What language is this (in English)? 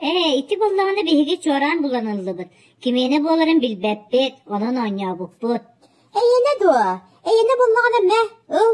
Yakut